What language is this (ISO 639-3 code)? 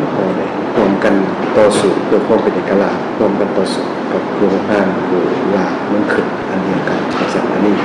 lao